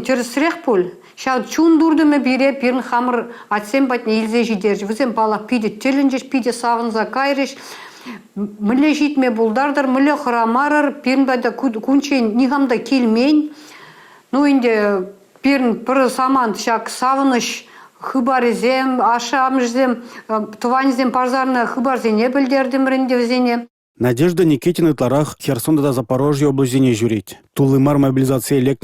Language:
Chuvash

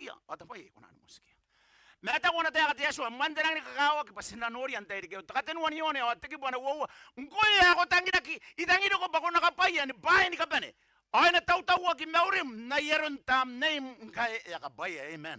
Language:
Gilbertese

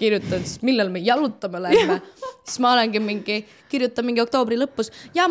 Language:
Estonian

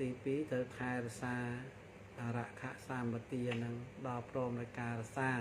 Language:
Khmer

